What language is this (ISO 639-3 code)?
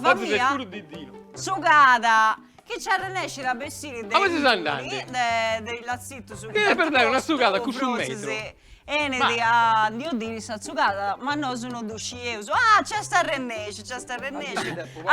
srd